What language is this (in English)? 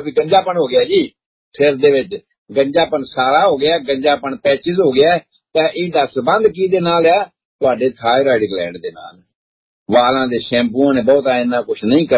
Punjabi